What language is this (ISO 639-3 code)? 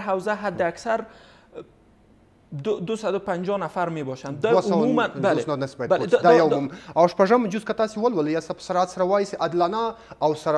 fas